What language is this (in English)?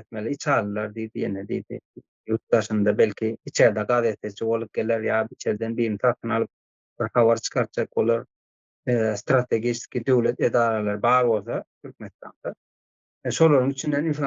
Turkmen